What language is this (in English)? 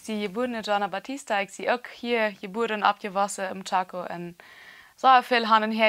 Plautdietsch